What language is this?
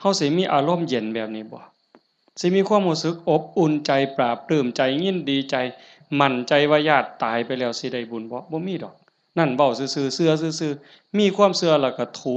Northeastern Thai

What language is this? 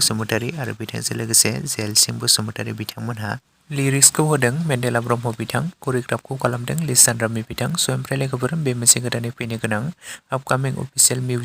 Bodo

